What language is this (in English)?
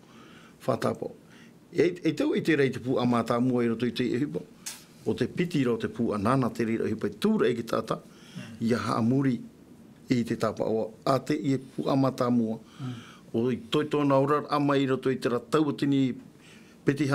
Tahitian